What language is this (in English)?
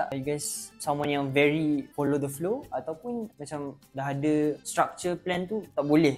Malay